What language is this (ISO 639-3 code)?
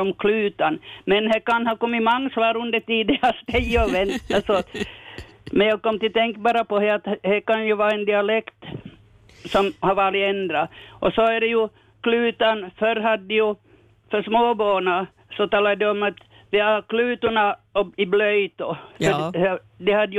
swe